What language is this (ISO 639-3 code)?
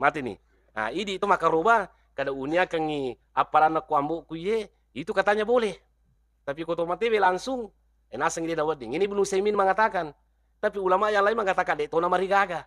bug